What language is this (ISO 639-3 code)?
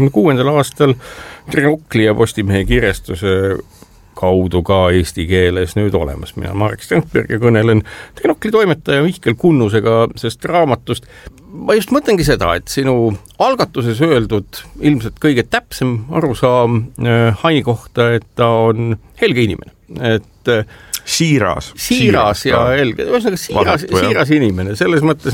est